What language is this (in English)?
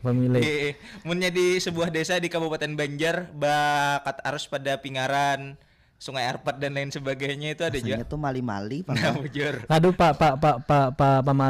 Banjar